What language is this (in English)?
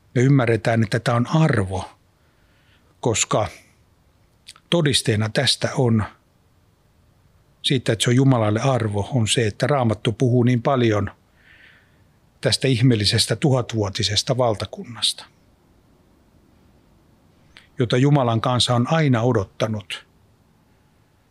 Finnish